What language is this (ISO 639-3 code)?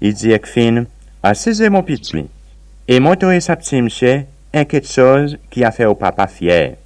crs